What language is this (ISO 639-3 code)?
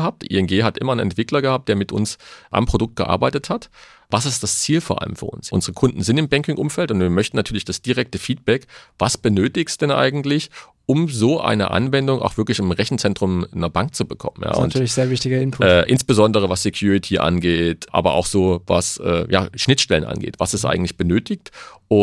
deu